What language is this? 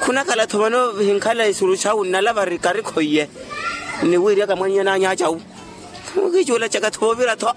Makhuwa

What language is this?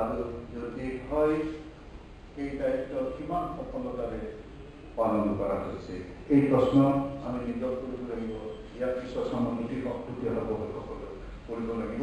Assamese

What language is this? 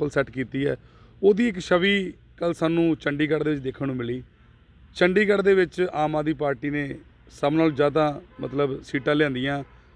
Punjabi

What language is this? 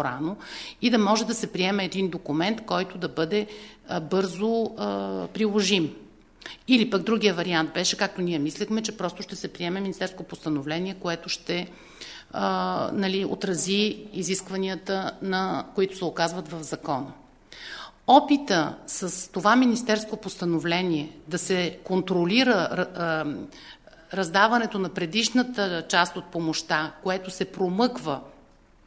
Bulgarian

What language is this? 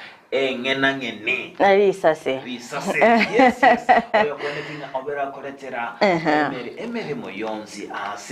Gusii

